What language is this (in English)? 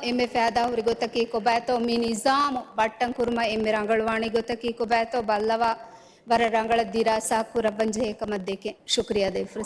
Divehi